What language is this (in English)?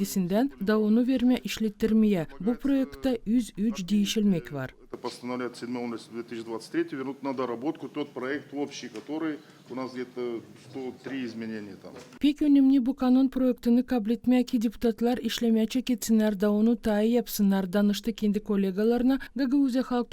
Gagauz